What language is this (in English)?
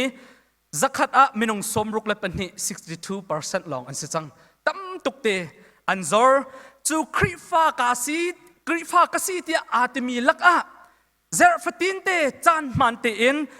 Hakha Chin